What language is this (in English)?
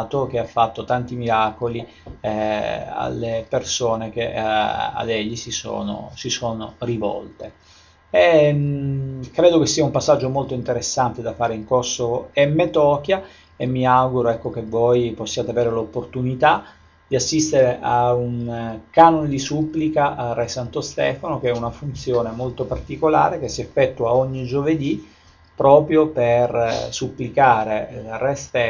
Italian